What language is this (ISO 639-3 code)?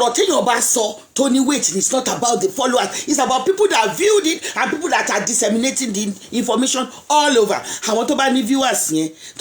yor